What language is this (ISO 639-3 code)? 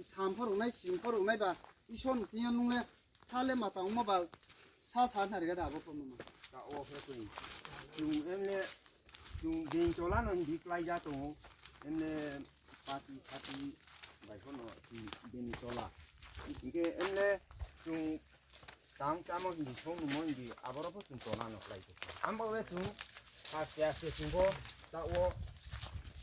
ria